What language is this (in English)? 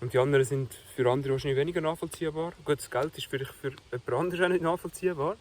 Swiss German